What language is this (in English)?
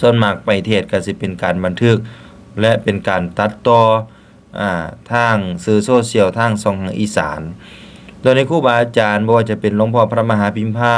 Northeastern Thai